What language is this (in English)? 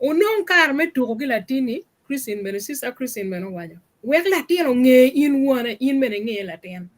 Acoli